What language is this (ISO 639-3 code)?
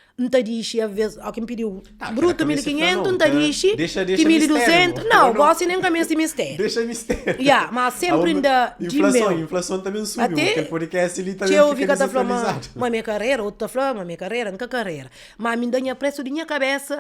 kea